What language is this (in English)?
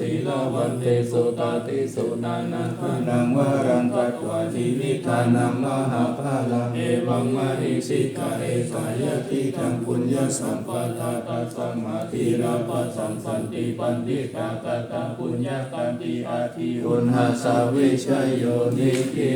Pali